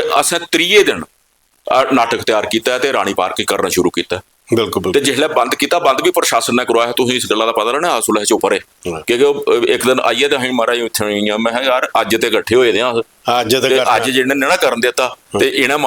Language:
Dogri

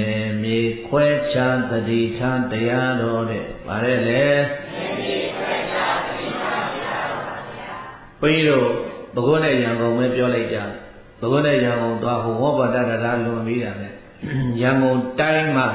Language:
Burmese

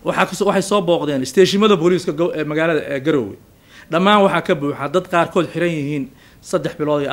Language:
Somali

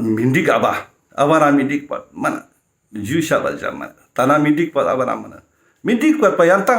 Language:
Ladakhi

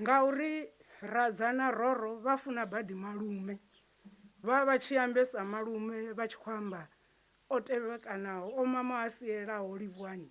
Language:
Venda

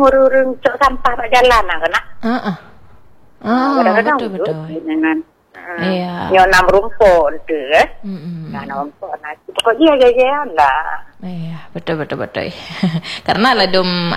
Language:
Malay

